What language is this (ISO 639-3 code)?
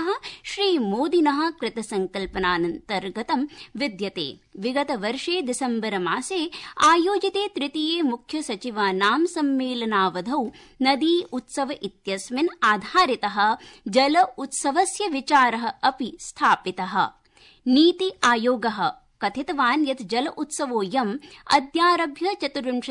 san